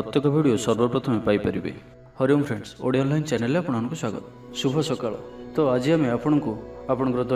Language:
Odia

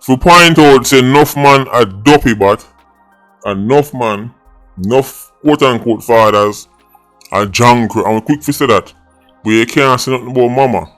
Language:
Jamaican Creole English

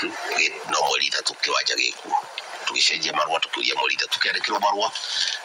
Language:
Kikuyu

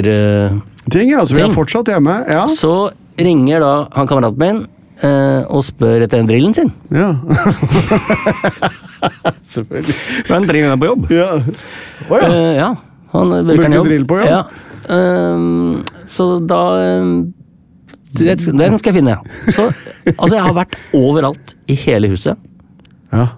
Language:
Norwegian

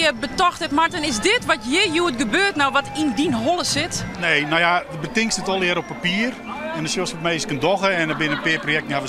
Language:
Western Frisian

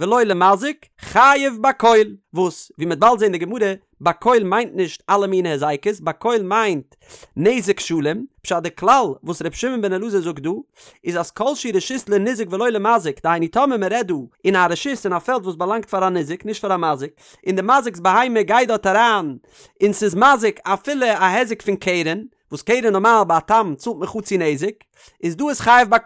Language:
Yiddish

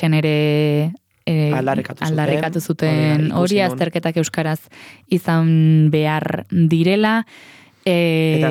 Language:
Basque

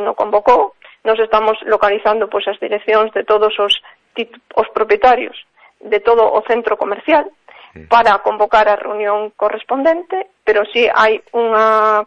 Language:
Galician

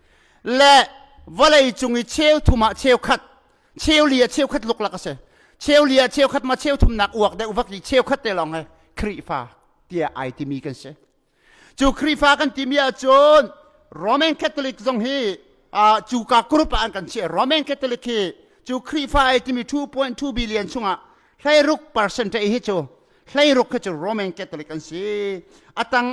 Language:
Hakha Chin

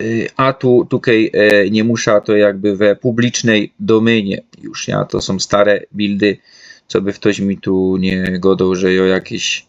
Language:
Silesian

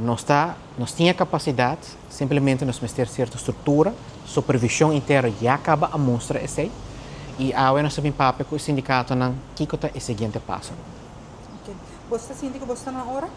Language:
Papiamento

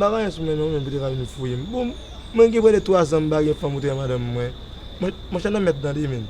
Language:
Haitian Creole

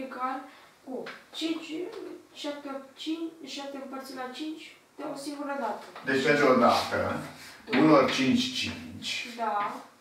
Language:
Romanian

